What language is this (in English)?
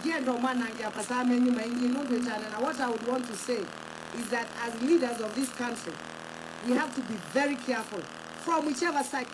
Kamba